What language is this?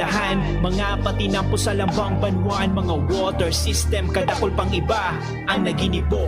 Bikol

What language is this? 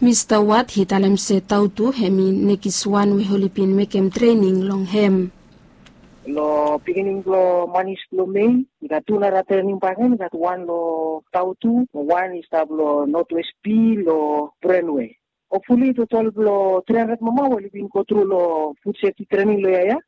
Bislama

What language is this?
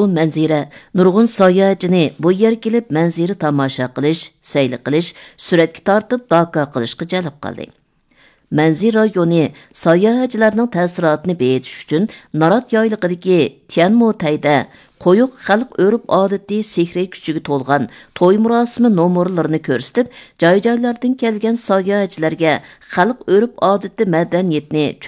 Uyghur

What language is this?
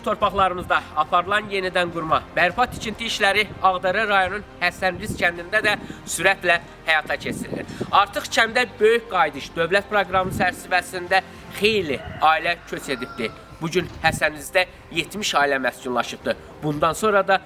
Azerbaijani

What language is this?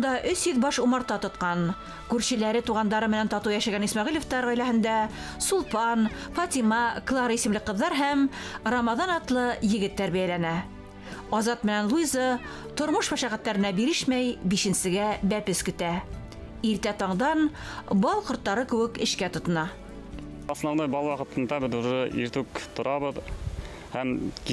Bashkir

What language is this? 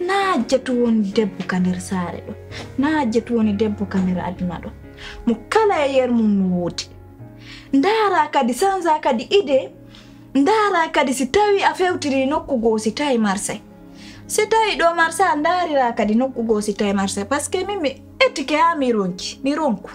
Pular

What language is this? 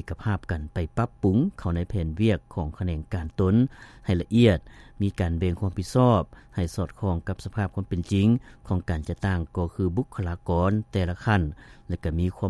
Lao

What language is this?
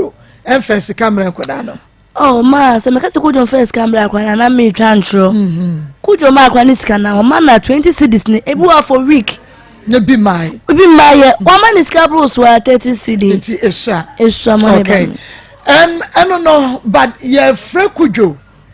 Akan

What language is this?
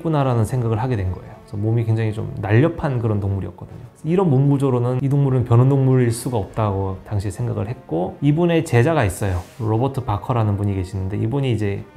Korean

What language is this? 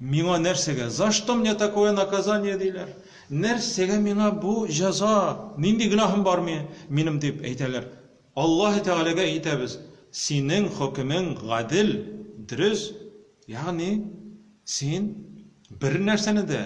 Tatar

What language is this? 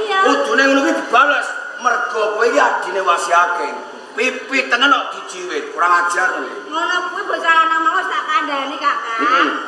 Javanese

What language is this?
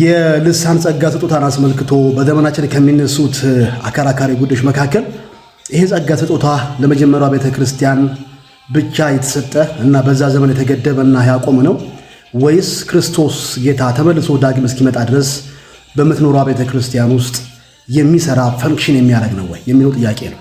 Amharic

